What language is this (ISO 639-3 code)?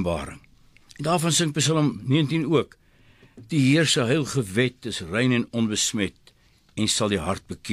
afr